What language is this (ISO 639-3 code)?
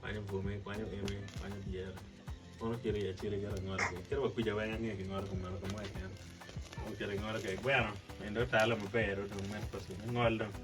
ach